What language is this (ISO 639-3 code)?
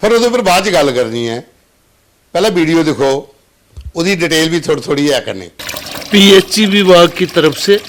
doi